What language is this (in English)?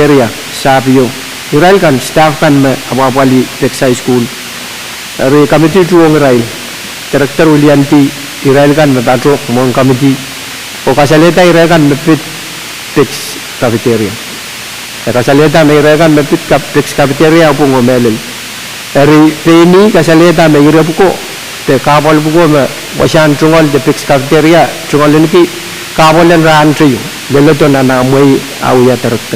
Pohnpeian